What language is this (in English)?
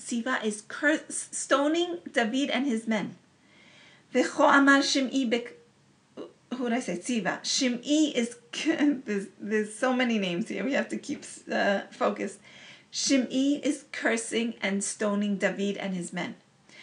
English